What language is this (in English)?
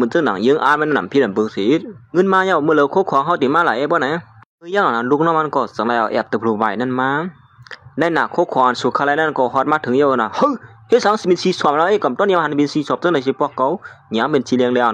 Shan